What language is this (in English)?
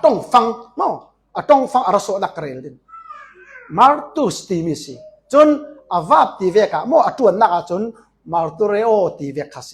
Falam Chin